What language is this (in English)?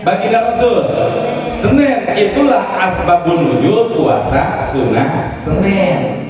Sundanese